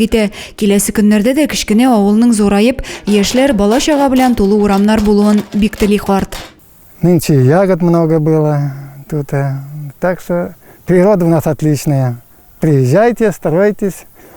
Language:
Tatar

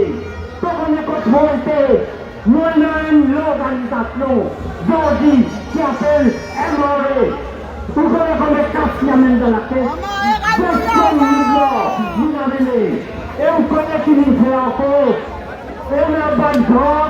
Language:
Morisyen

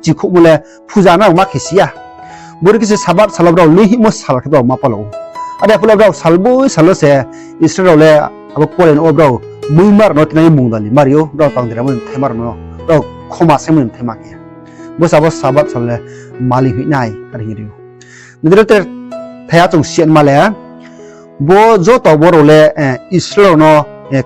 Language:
Riang (India)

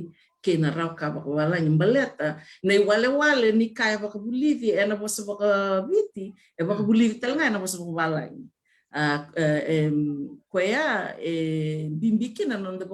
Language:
Fijian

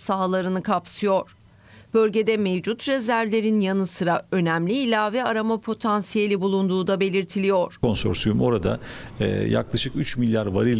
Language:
Turkish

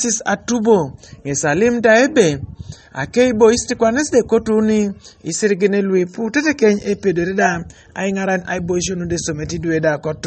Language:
Teso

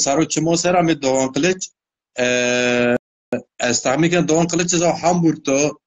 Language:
Zaza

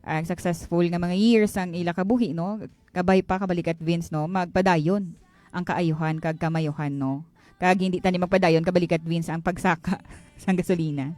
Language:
Hiligaynon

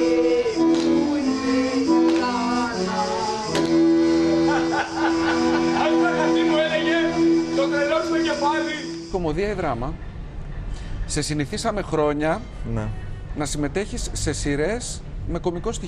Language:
Greek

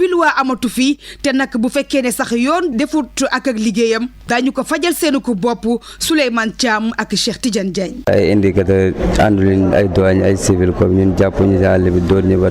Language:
Wolof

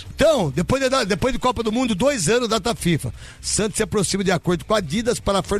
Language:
Portuguese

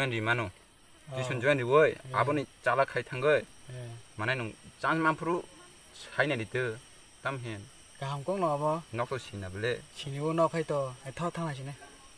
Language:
Kok Borok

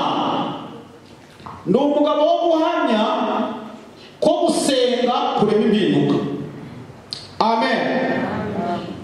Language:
Kinyarwanda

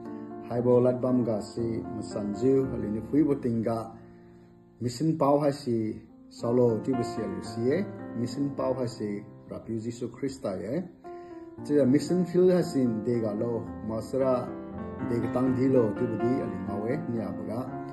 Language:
Liangmai Naga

